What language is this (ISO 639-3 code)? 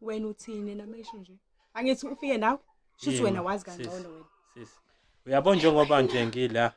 zul